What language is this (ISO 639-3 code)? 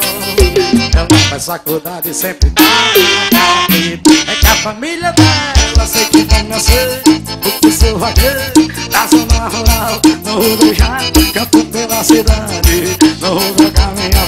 por